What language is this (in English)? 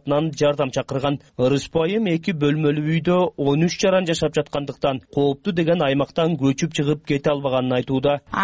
Kyrgyz